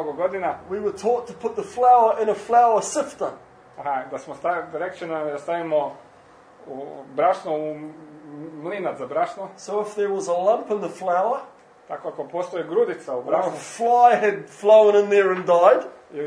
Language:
Croatian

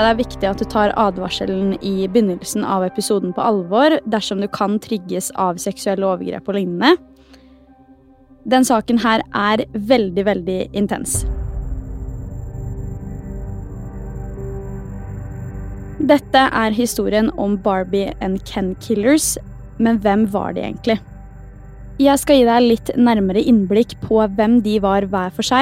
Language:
Norwegian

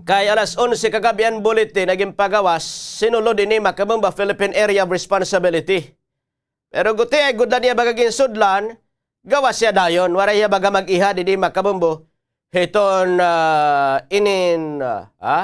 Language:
Waray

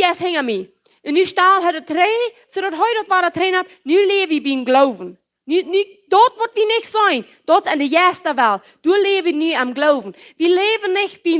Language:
Plautdietsch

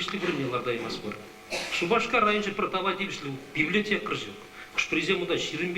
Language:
Chuvash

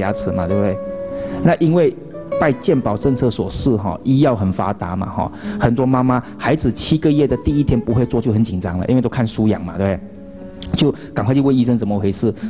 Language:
Chinese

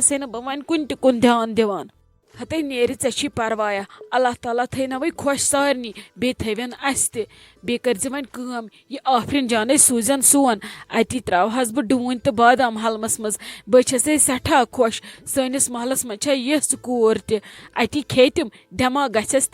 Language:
Kashmiri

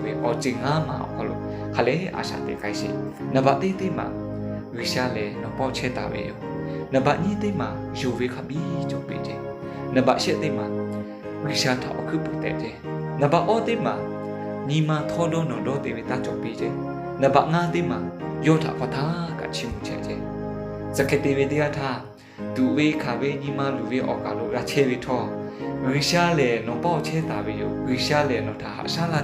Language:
Lahu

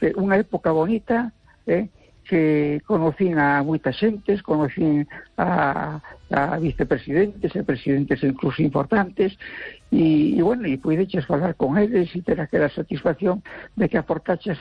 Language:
Galician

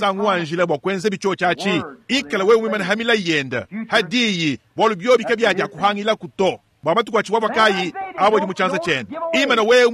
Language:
Luba-Lulua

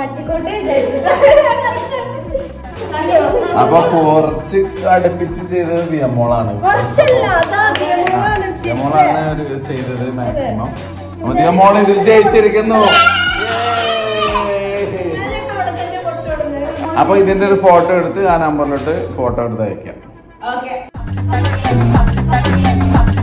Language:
Malayalam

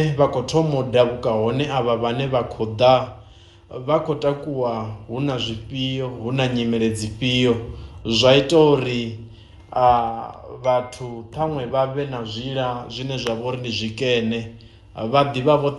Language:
Venda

